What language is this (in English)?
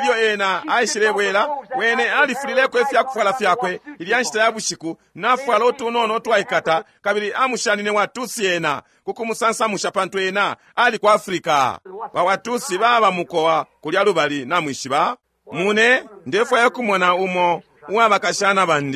Bemba